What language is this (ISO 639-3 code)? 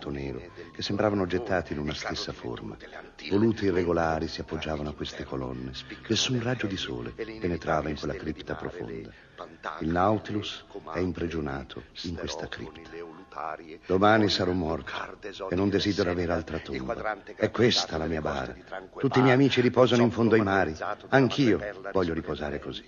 ita